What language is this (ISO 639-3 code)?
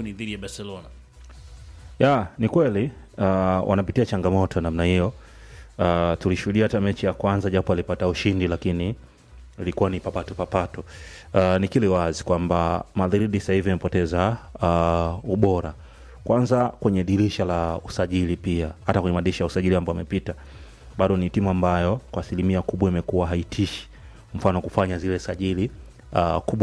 swa